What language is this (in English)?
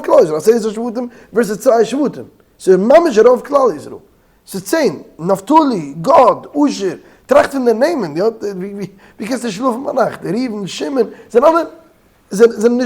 Yiddish